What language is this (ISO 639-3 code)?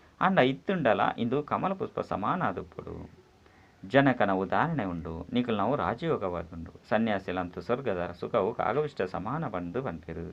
tcy